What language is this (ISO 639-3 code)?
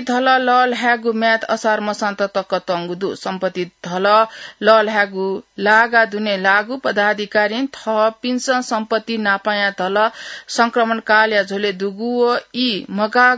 new